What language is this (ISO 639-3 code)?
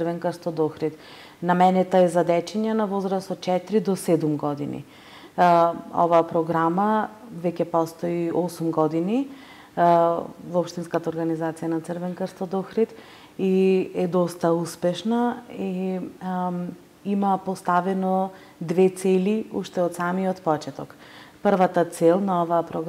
mkd